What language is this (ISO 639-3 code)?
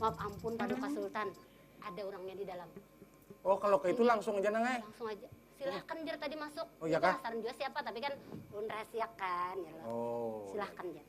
bjn